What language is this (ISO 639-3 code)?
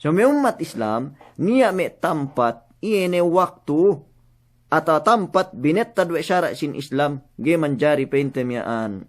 yka